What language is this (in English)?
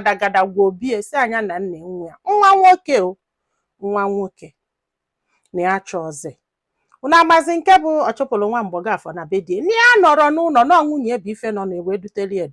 Igbo